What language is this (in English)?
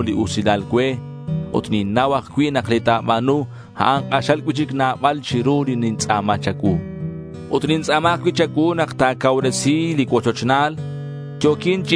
Kekchí